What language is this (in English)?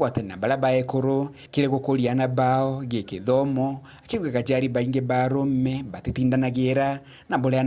Meru